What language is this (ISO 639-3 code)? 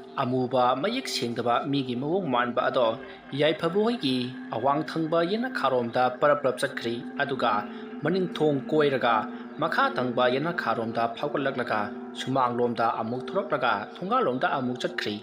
mni